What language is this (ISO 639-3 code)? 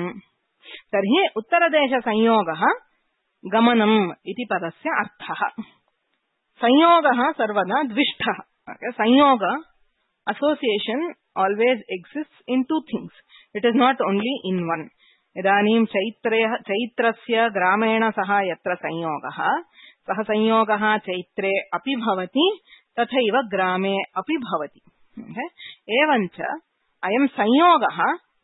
san